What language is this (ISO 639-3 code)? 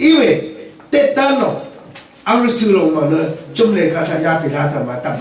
raw